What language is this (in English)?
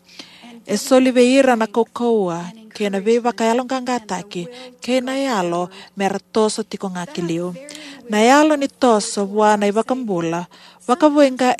Fijian